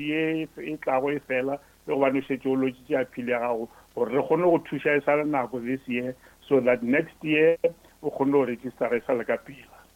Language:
Northern Sotho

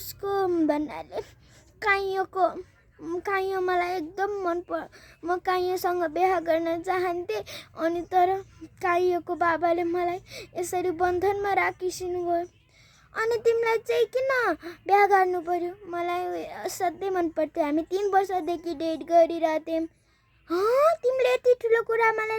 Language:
Nepali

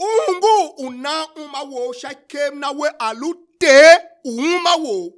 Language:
Tiv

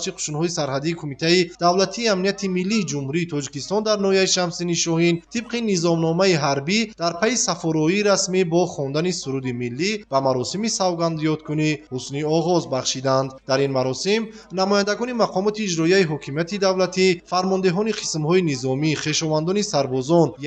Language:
Tajik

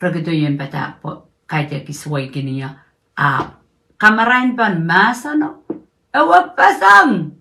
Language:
Pohnpeian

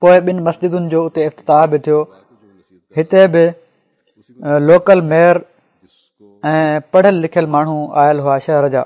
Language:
Sindhi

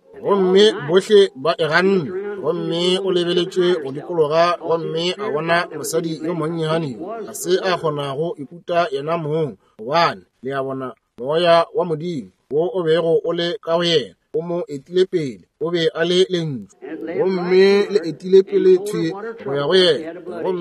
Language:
Northern Sotho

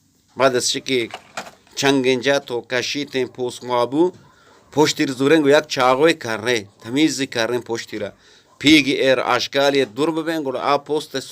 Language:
Eastern Balochi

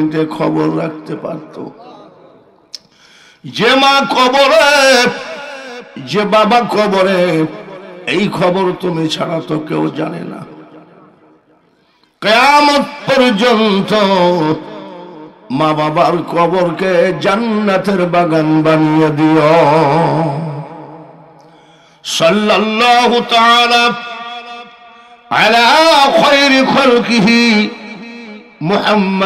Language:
Bangla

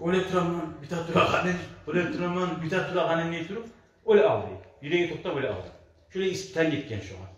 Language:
Kumyk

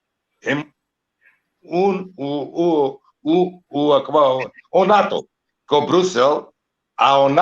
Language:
Balkan Romani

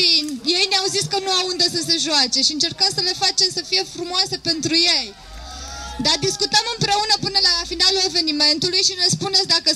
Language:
Romanian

